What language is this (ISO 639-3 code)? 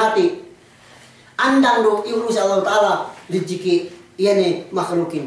yka